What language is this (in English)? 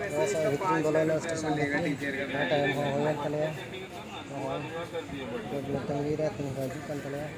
Santali